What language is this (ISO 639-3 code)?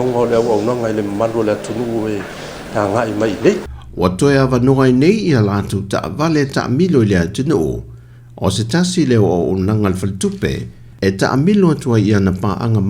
smo